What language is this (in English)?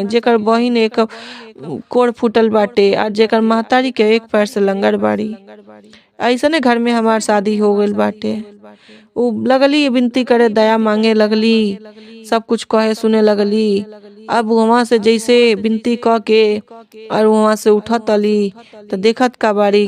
Bhojpuri